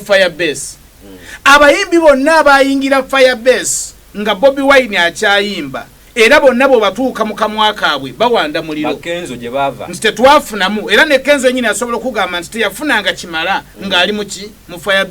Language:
Ganda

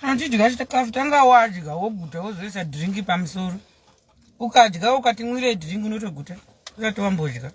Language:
Shona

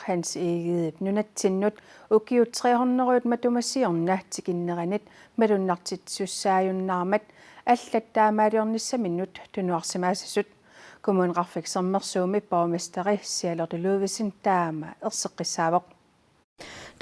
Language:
Kalaallisut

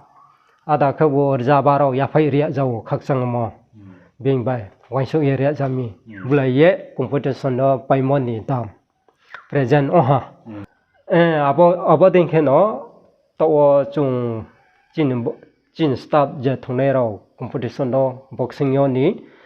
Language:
Riang (India)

